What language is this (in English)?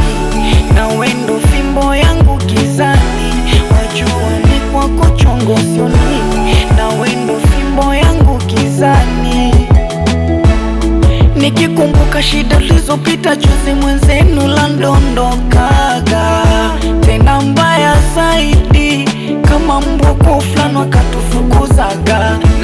Swahili